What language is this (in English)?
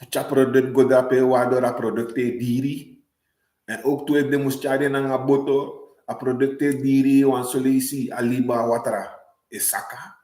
Sranan Tongo